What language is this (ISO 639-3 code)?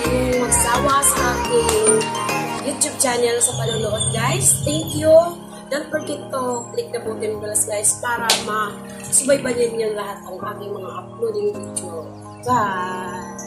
fil